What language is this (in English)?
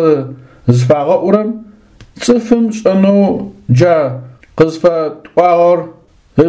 Adyghe